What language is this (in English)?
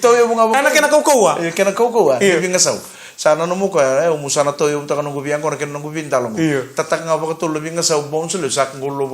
Fijian